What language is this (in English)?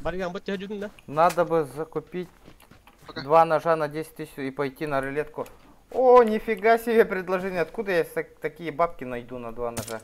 Yakut